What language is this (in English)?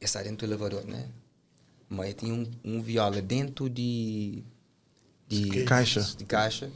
Kabuverdianu